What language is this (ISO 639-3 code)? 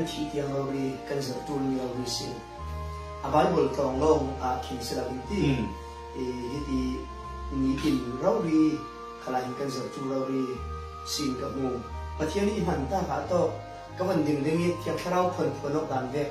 cfm